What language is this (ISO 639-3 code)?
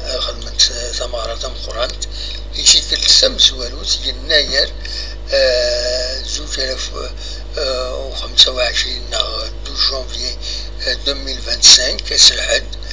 kab